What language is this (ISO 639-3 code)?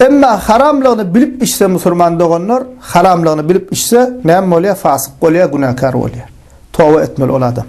tuk